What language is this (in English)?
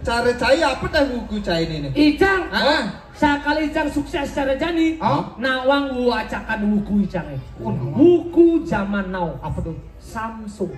Balinese